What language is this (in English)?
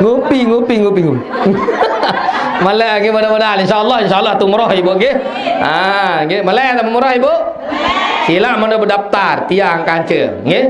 Sasak